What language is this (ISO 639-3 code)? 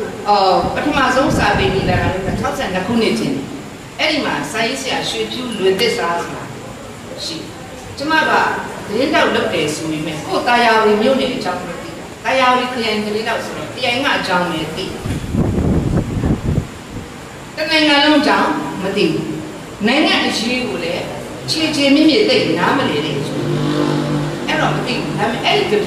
mya